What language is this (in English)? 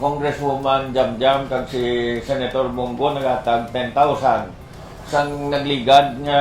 Hiligaynon